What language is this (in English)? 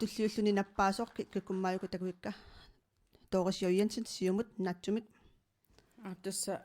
Kalaallisut